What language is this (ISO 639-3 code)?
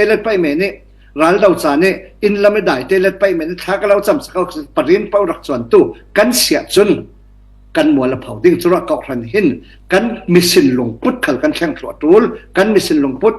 cfm